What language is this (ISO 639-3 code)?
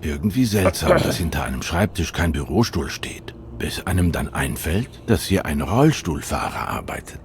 gsw